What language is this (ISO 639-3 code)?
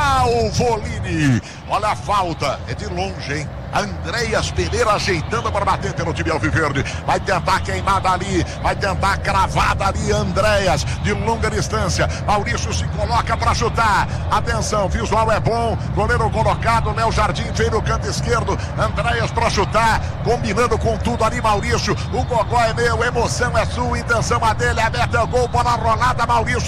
por